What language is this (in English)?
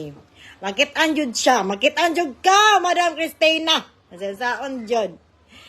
Cebuano